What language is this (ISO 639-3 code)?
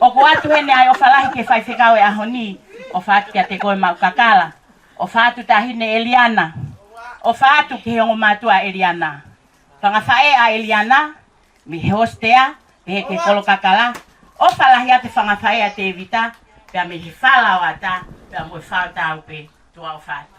ton